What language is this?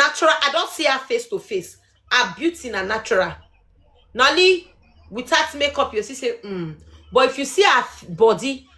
Nigerian Pidgin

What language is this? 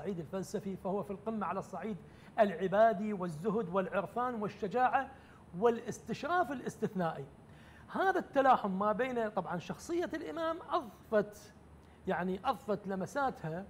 Arabic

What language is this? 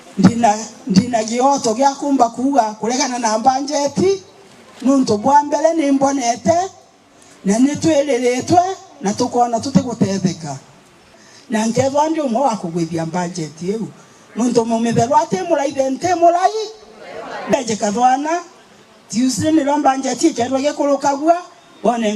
Meru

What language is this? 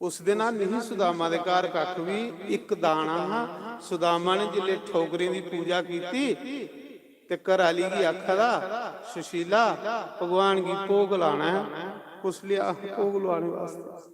Dogri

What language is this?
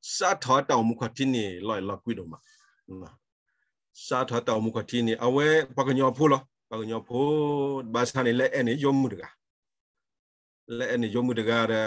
S'gaw Karen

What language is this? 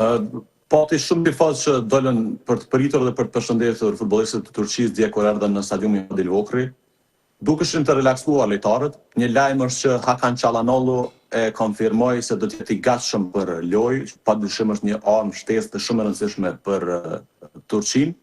Albanian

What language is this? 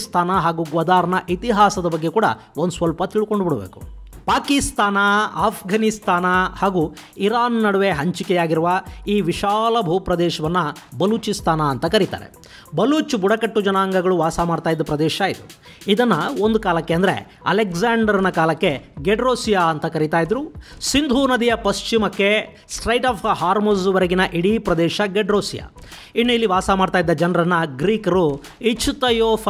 Kannada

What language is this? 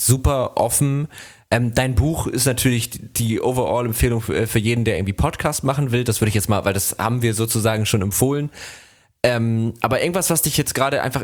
German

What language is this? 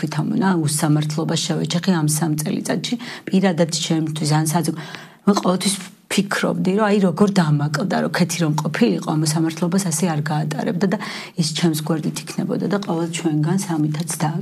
Georgian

